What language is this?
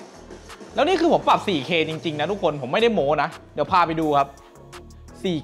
Thai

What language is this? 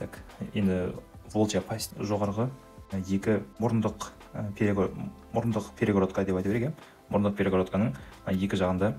Kazakh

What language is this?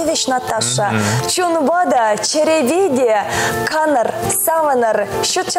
Chuvash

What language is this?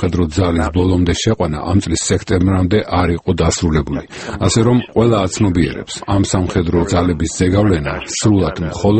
Georgian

